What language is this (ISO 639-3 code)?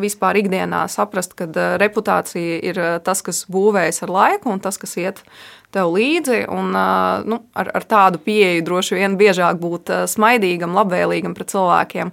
lav